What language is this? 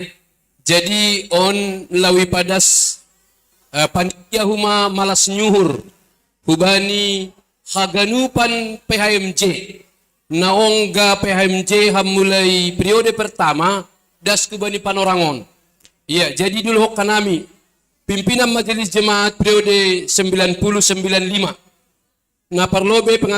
Batak Simalungun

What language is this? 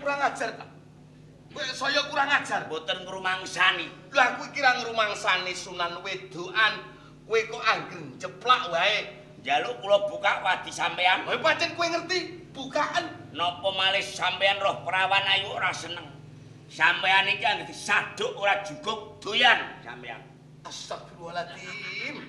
Javanese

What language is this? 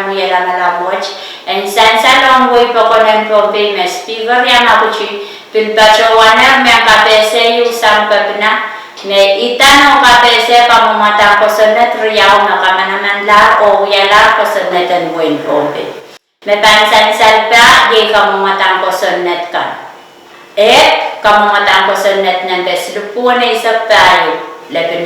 Pohnpeian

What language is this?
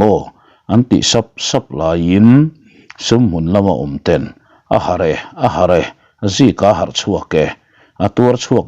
Mizo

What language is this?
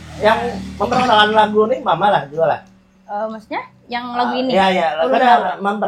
Banjar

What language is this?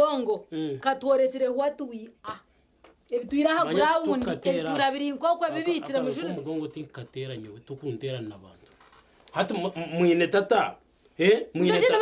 Nyankole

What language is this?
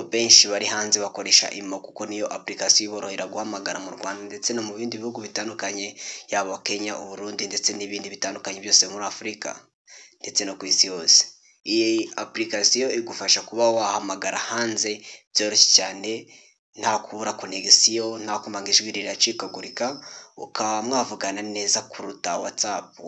Kinyarwanda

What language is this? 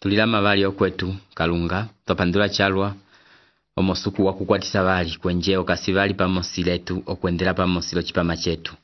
Umbundu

